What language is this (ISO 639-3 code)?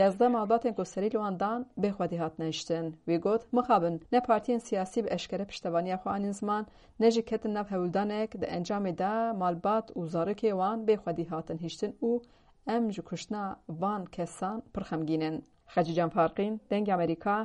kur